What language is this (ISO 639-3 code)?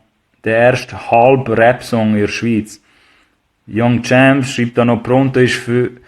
gsw